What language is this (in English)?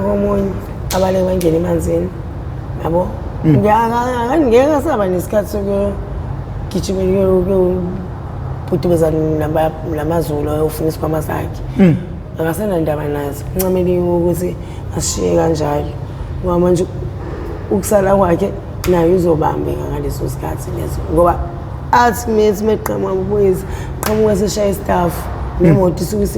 Zulu